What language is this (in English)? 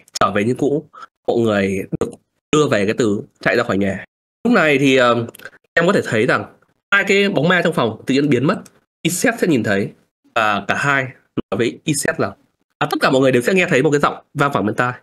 Vietnamese